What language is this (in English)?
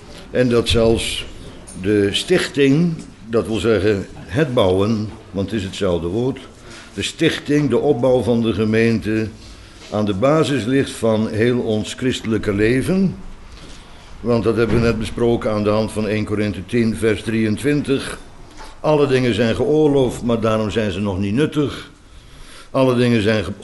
Dutch